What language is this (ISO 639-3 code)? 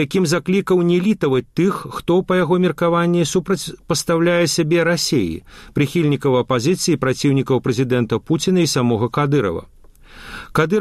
bel